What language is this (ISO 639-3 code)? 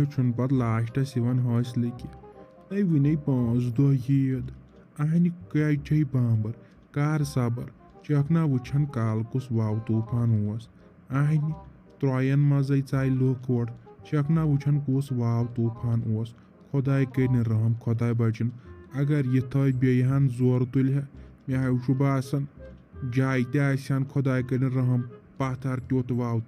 kas